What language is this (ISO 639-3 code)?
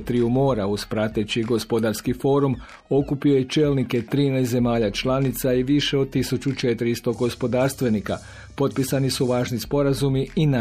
hrv